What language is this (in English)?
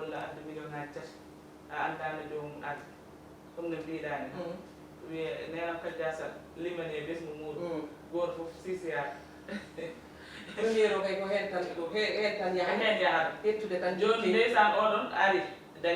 Fula